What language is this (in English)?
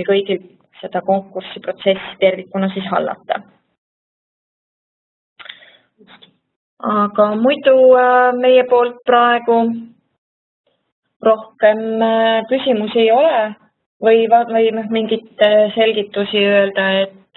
Estonian